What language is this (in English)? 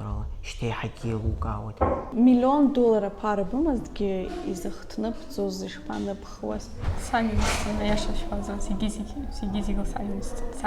Abkhazian